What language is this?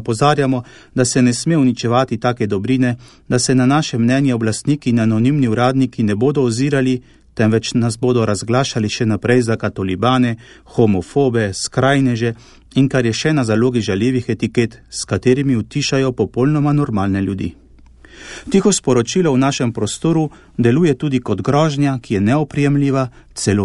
Slovenian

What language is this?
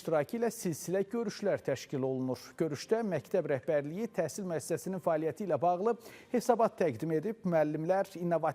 Azerbaijani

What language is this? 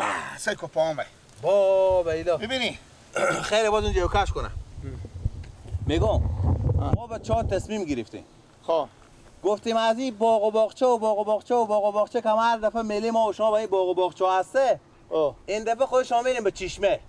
Persian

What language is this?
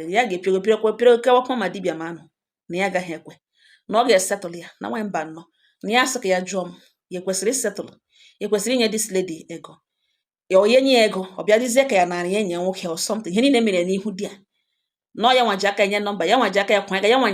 Igbo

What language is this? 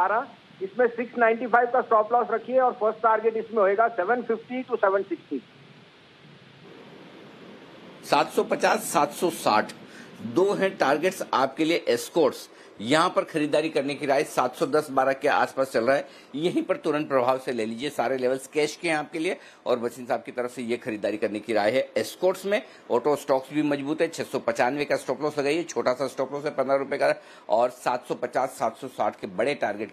Hindi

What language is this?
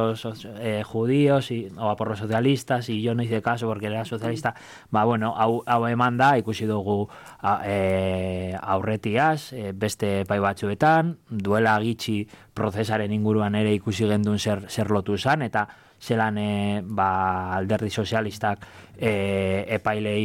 Basque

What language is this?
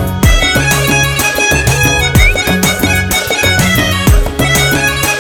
Kannada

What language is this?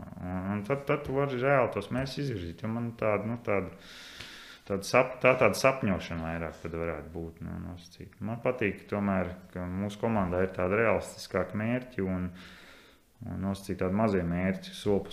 Latvian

